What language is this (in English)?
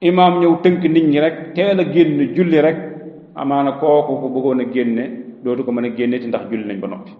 Wolof